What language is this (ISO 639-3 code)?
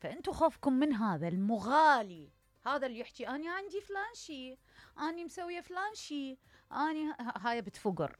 acm